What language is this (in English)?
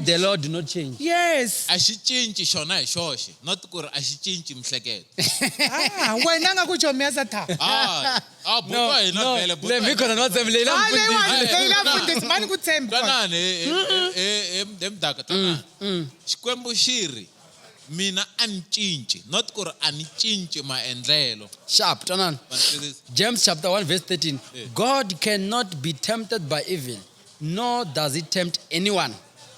Tsonga